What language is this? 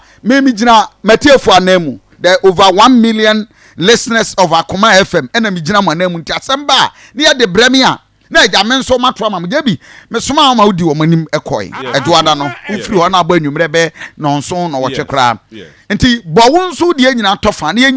Akan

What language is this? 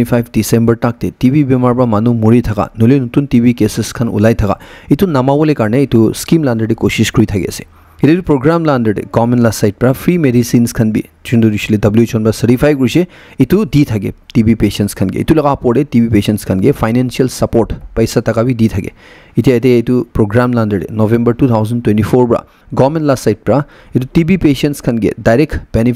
Naga Pidgin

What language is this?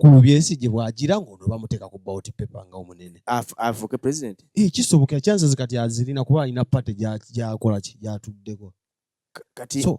Ganda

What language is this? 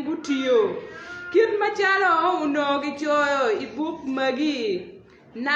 Acoli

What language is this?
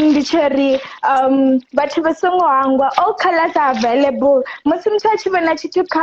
Venda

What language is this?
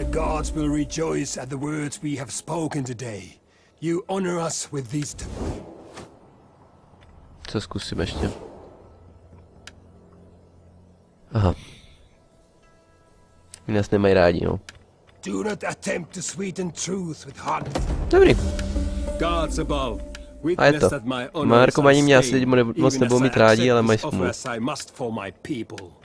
Czech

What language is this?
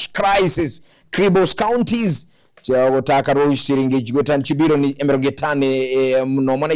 Gusii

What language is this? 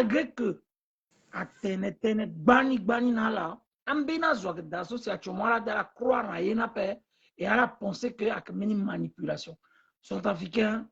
Sango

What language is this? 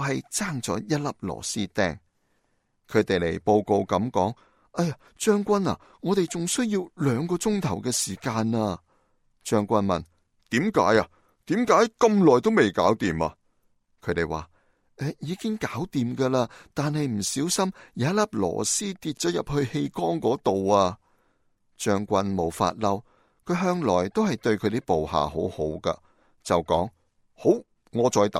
Cantonese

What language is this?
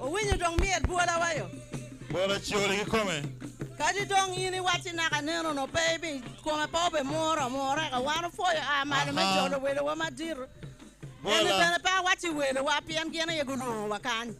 Acoli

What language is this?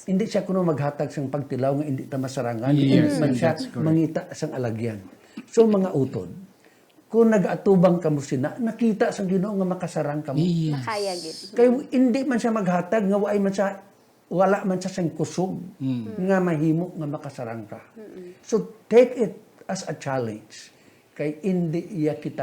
Hiligaynon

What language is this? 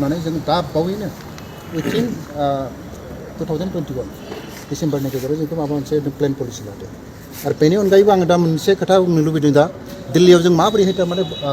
Bodo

